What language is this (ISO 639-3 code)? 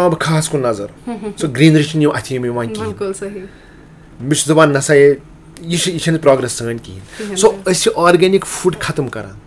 kas